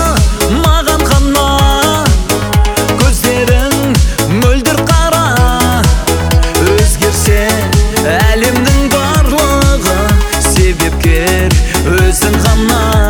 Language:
Kazakh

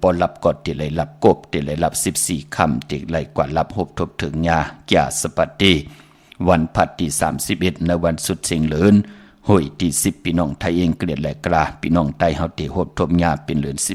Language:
Shan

